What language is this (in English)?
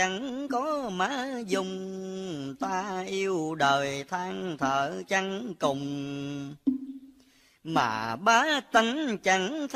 Vietnamese